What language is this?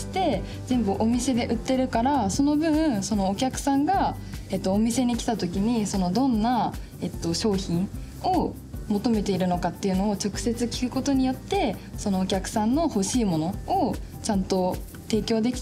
Japanese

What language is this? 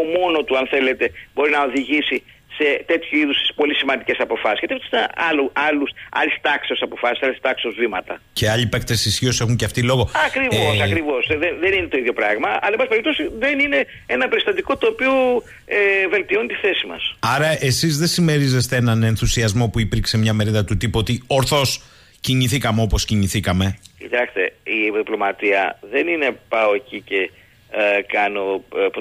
Greek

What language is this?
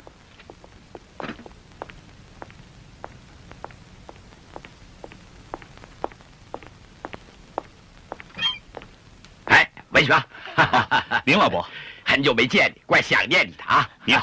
Chinese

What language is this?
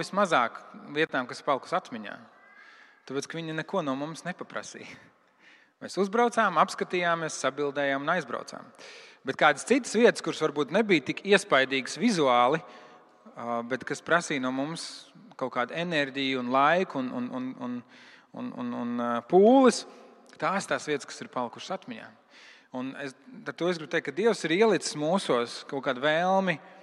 Latvian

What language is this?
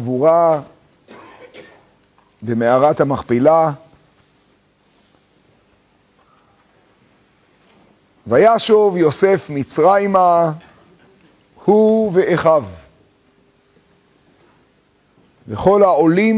Hebrew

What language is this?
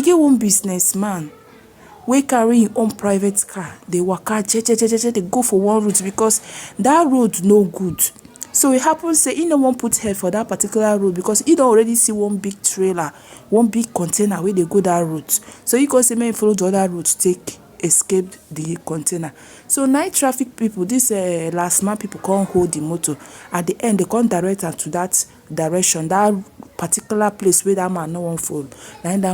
Nigerian Pidgin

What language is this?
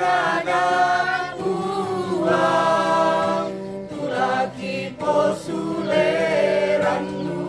Toraja-Sa'dan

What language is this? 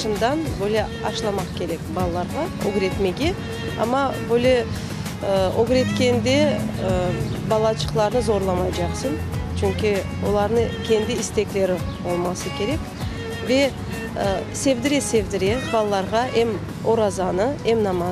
Crimean Tatar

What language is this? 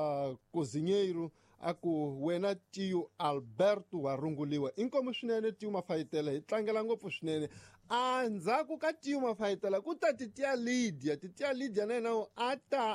Tsonga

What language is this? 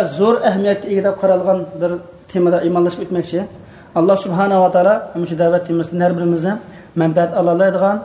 Uyghur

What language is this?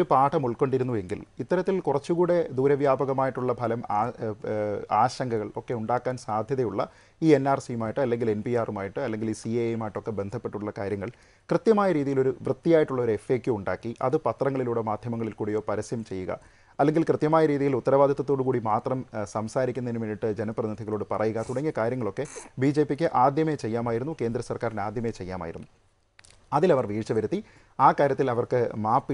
Malayalam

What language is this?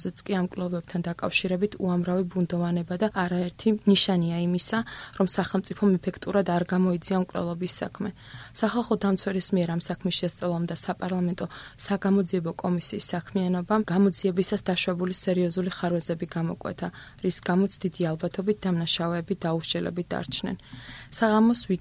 Georgian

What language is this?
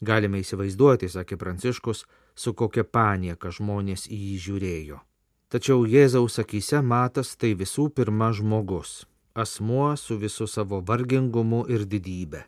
Lithuanian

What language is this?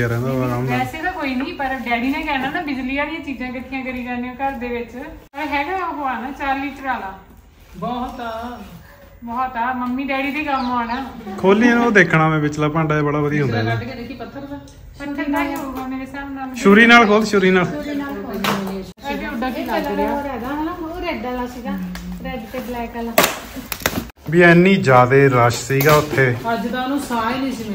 Punjabi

